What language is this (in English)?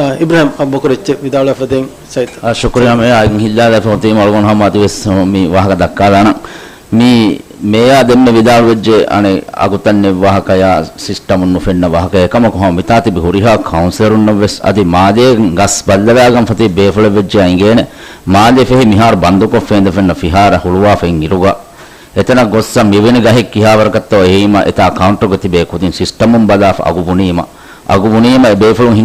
Divehi